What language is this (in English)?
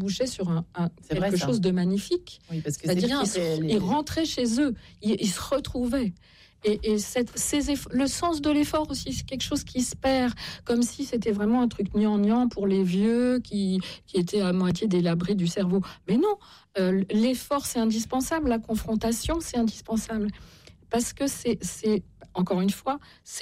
French